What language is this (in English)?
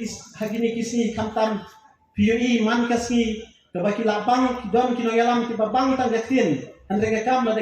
Khasi